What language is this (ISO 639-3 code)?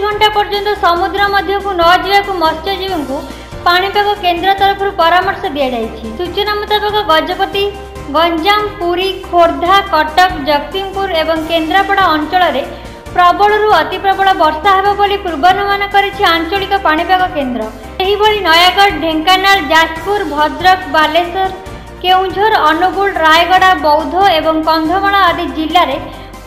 ori